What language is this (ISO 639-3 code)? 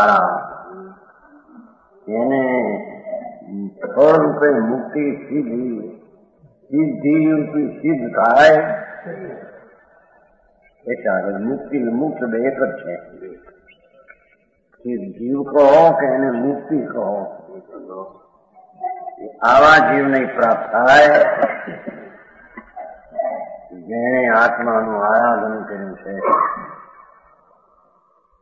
guj